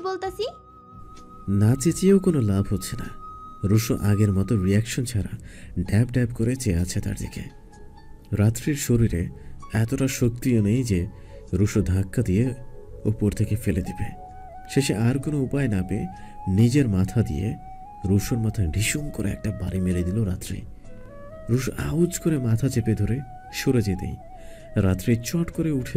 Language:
Bangla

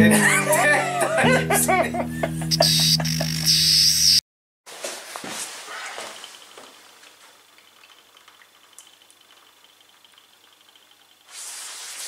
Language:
Finnish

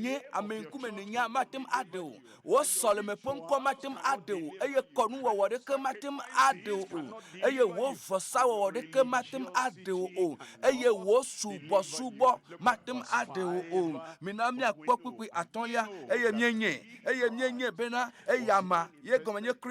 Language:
Ewe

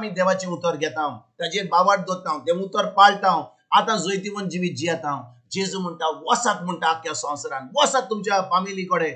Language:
Konkani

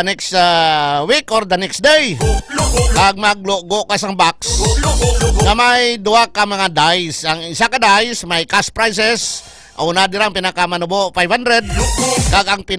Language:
Hiligaynon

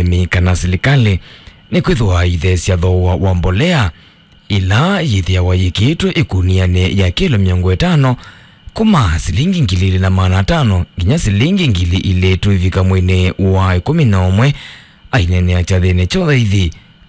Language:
Kamba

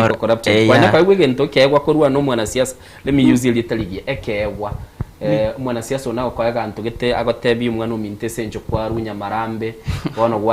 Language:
Gusii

